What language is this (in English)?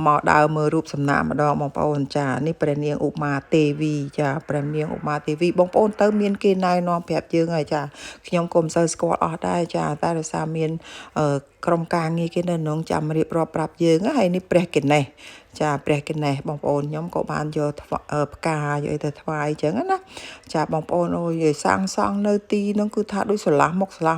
Khmer